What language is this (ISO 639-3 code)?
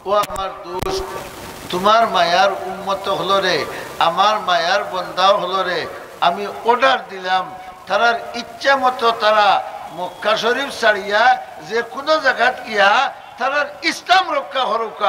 syl